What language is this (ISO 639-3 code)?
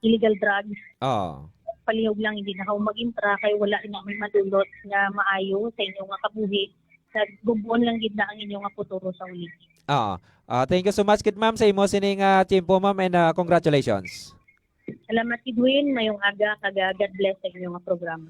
hil